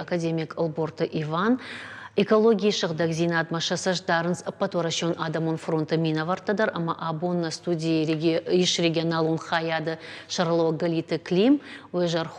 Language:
Ossetic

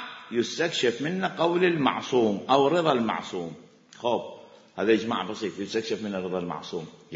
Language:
Mesopotamian Arabic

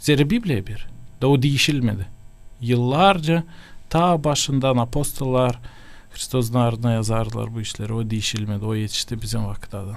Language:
Gagauz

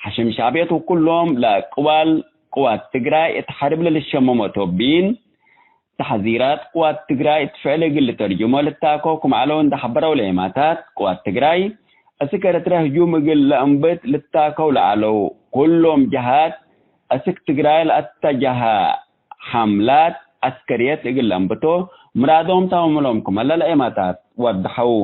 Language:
Tigre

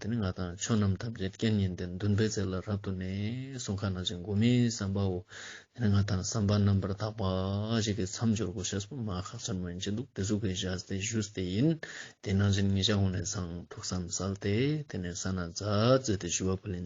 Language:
Ladakhi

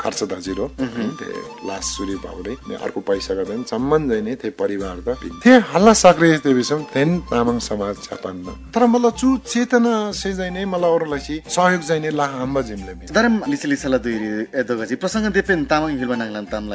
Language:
Eastern Tamang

